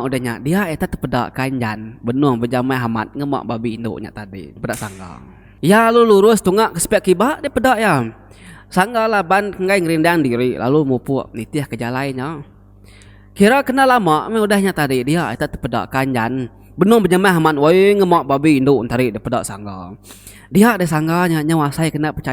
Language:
Iban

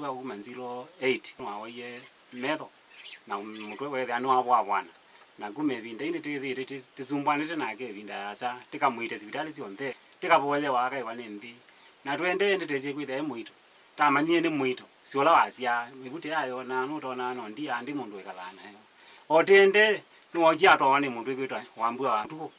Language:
Kamba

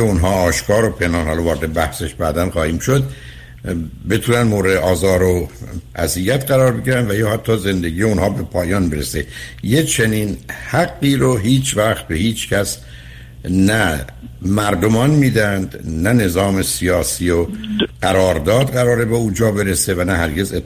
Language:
Persian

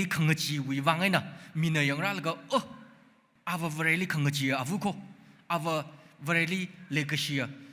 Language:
Tangkhul Naga (India)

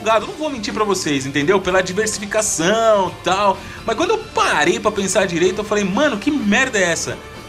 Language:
Portuguese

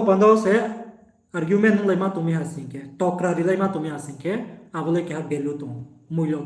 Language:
Riang (India)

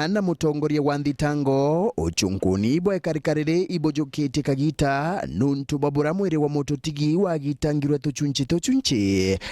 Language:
Meru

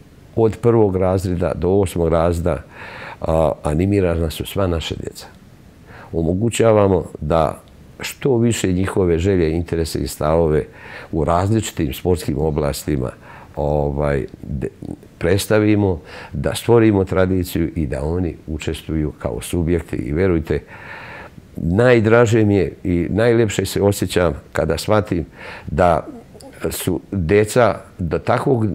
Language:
Serbian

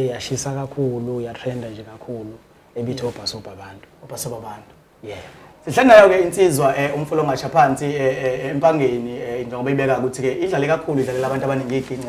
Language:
Zulu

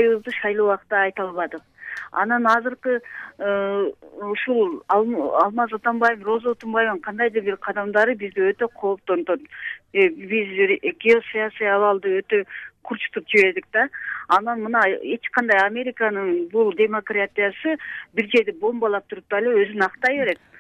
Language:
Kyrgyz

